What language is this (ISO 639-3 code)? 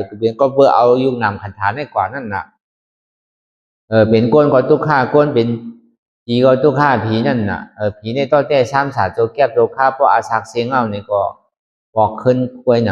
shn